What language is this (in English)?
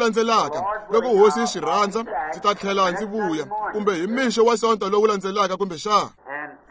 Tsonga